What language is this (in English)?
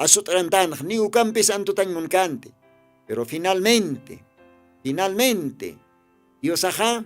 Aymara